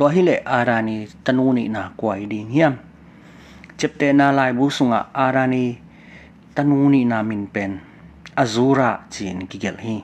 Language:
Tedim Chin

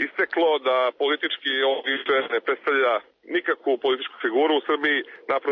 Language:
Serbian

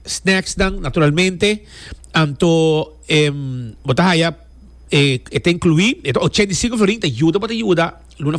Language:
Papiamento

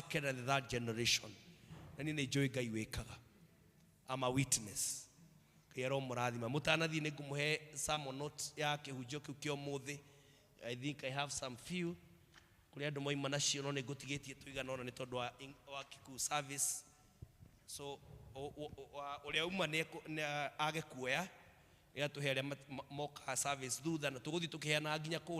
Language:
Kikuyu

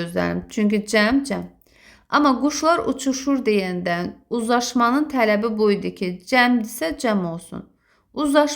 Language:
Azerbaijani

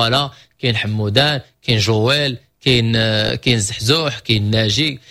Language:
Moroccan Arabic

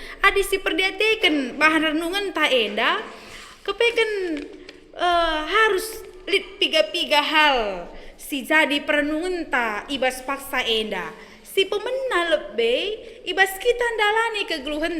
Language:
Batak Karo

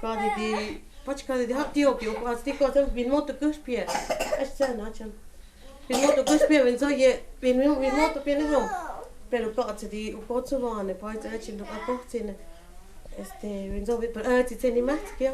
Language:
Totontepec Mixe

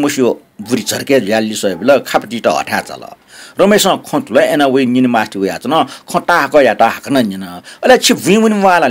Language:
Newari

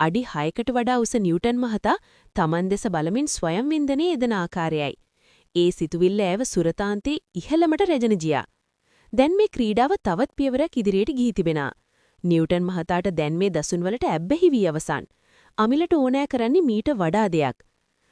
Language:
Sinhala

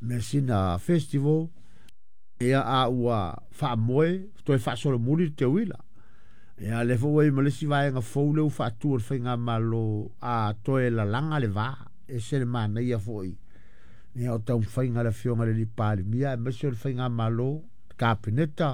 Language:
Samoan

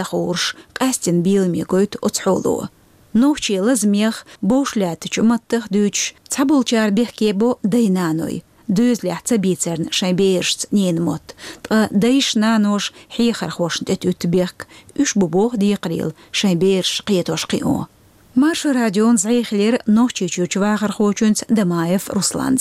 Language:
Chechen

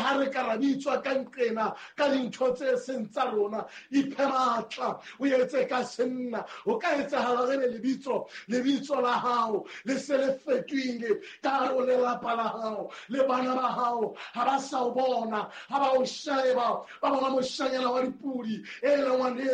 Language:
Southern Sotho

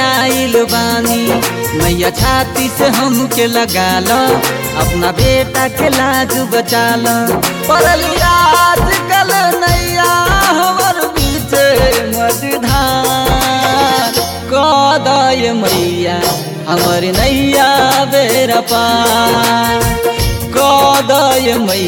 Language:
Bhojpuri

